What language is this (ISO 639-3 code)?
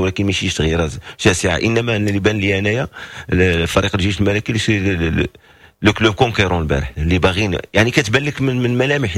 ary